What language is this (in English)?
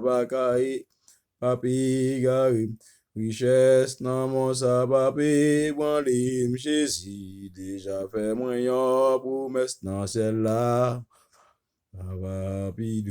Haitian Creole